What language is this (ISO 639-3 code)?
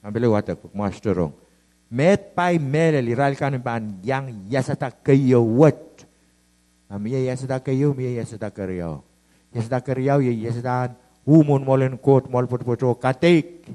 pon